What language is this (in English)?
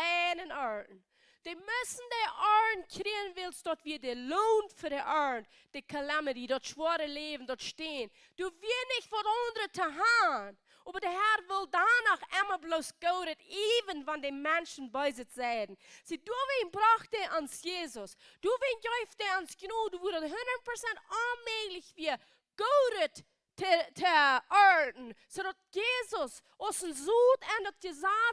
Plautdietsch